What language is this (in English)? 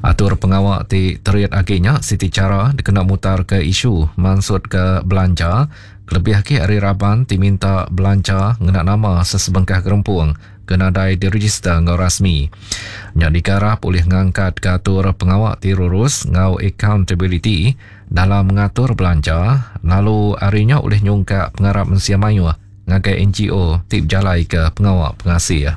Iban